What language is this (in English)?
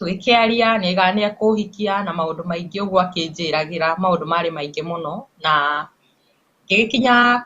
Kikuyu